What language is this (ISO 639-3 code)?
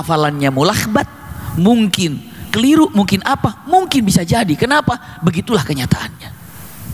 ind